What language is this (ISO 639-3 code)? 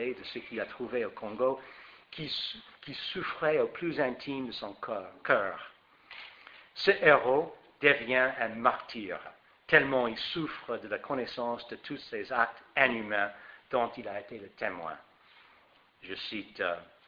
fra